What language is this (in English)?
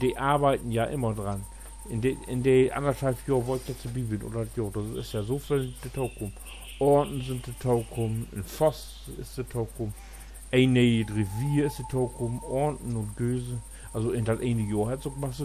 Low German